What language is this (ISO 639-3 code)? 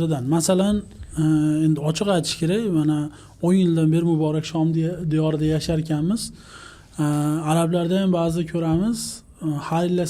uzb